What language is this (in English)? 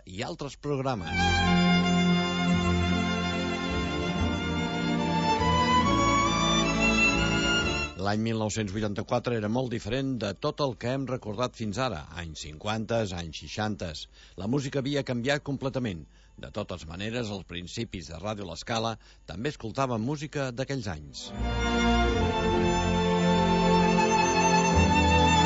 Catalan